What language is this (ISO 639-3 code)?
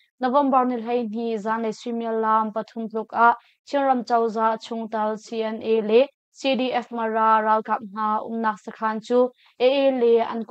cnh